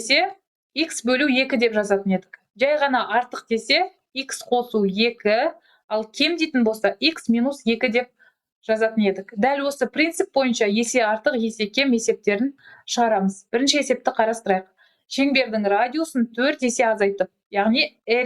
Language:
Kazakh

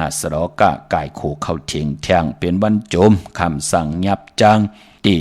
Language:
Shan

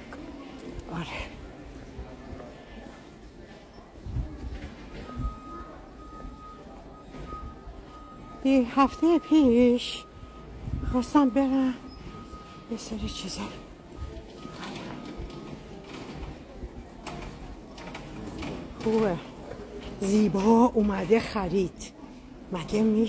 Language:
Persian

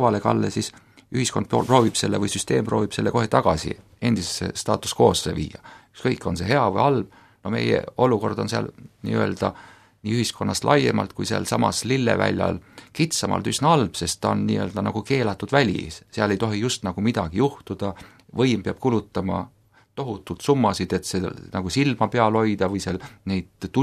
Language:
Estonian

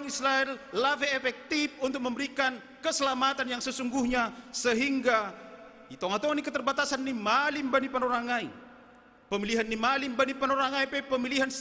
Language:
Batak Simalungun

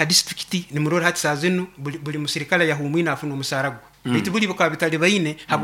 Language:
Nyoro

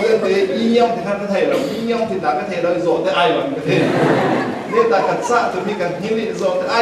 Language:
Falam Chin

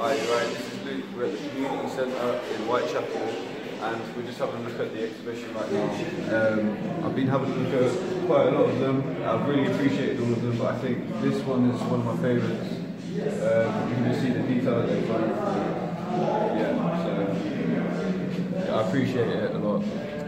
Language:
English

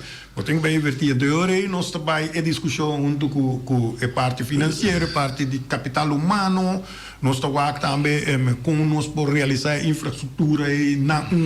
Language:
Papiamento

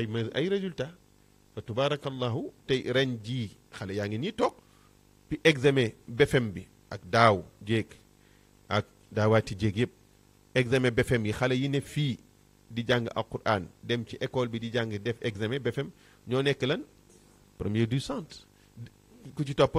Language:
Wolof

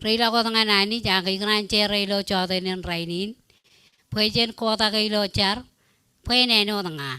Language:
Marshallese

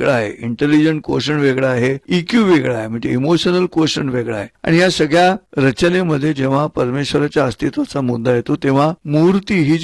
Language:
Marathi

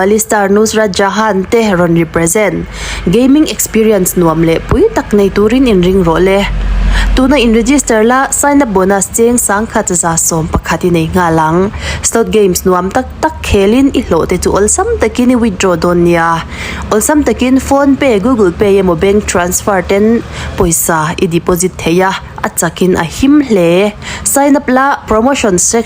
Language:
Mizo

